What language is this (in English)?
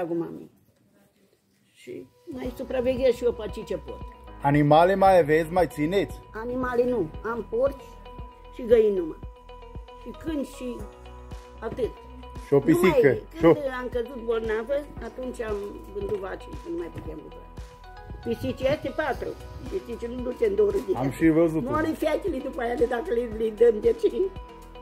Romanian